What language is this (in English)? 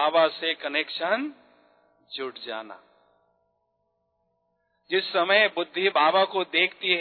Hindi